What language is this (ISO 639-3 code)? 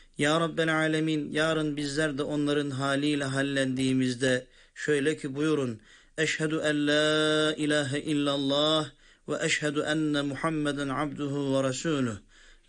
tur